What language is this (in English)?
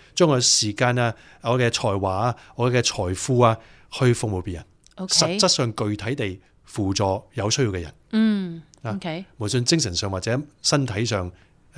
Cantonese